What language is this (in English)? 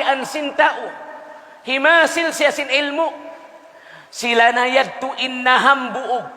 Tausug